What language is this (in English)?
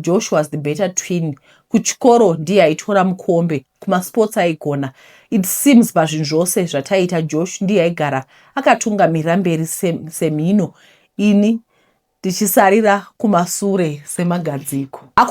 Shona